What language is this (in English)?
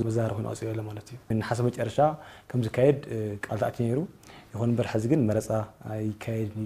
Tigrinya